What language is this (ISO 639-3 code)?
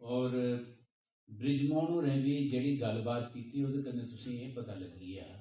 doi